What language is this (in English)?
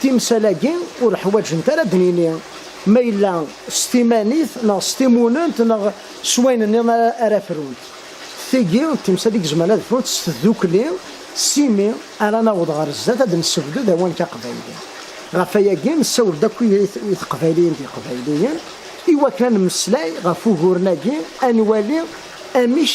Kabyle